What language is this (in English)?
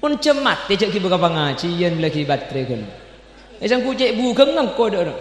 Madurese